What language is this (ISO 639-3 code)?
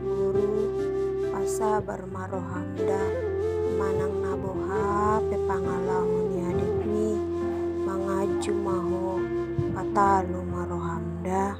bbc